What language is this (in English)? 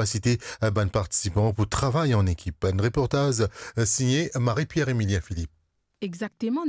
Morisyen